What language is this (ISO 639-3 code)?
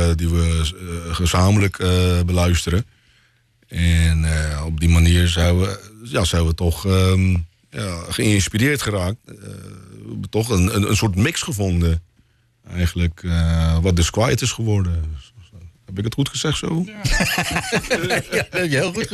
nld